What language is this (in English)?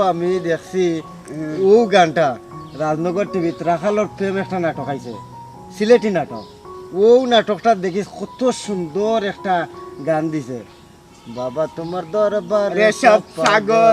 Sylheti